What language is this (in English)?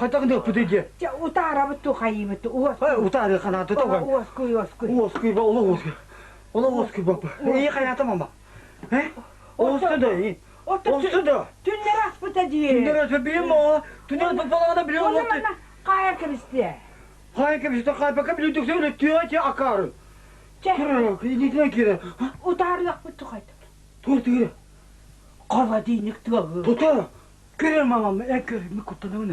Yakut